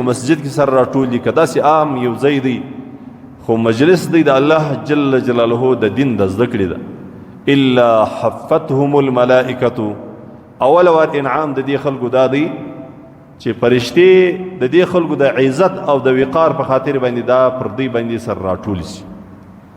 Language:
Pashto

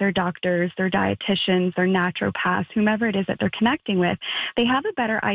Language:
English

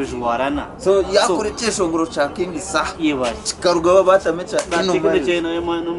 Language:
Nyankole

